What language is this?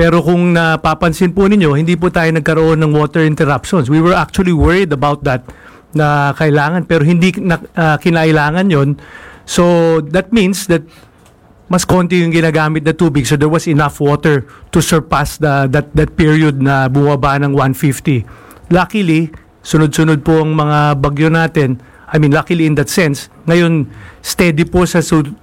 Filipino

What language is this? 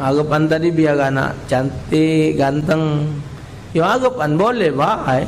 Musi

